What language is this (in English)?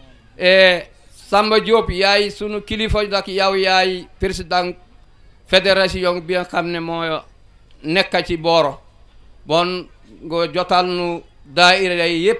Wolof